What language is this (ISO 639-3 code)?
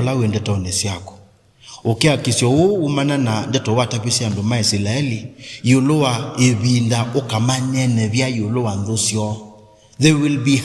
kam